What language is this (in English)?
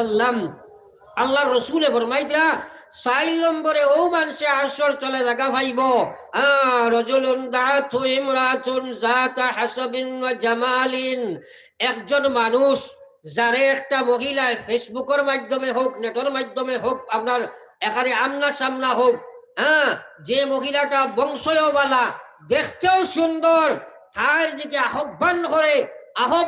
Sylheti